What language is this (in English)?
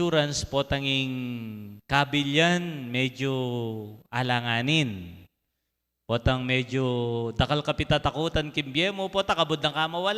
Pampanga